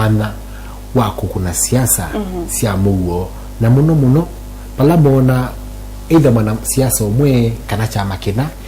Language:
Kamba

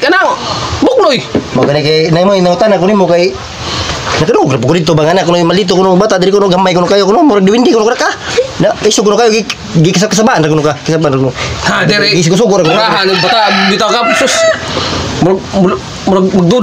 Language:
Cebuano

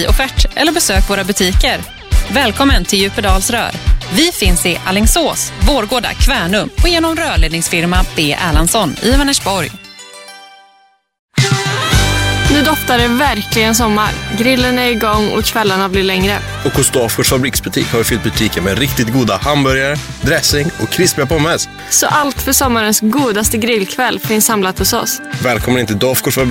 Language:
Swedish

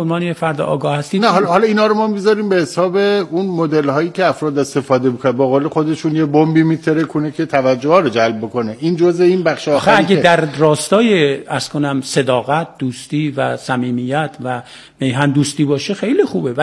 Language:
Persian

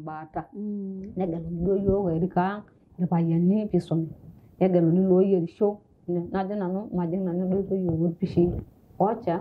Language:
Masai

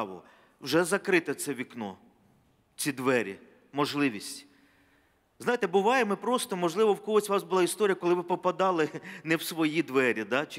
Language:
Ukrainian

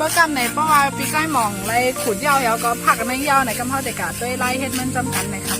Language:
Shan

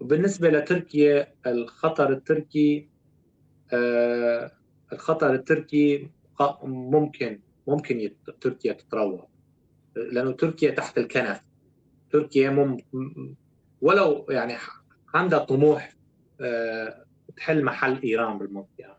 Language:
North Levantine Arabic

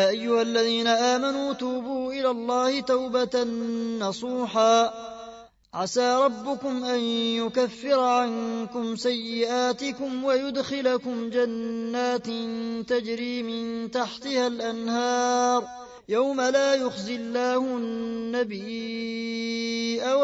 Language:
Arabic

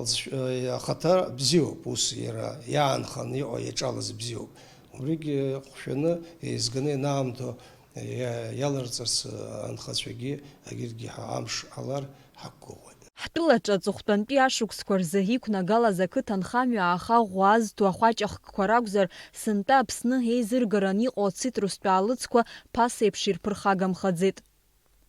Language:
Abkhazian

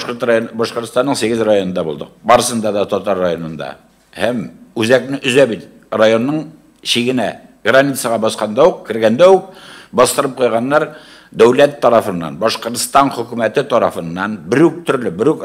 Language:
Tatar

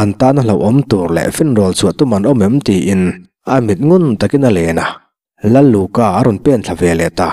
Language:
Mizo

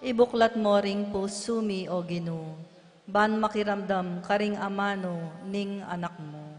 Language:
Pampanga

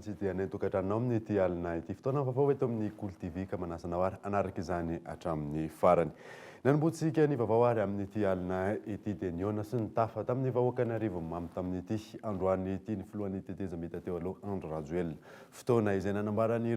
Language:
Malagasy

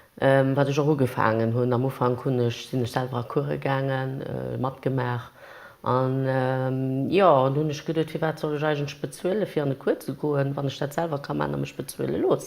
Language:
Luxembourgish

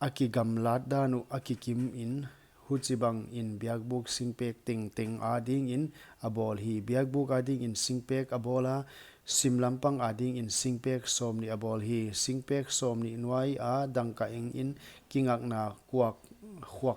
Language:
Paite Chin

